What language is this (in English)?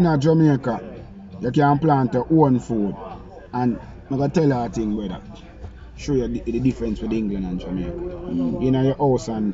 Jamaican Creole English